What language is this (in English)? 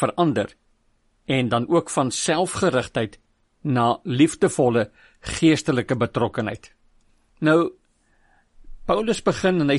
Afrikaans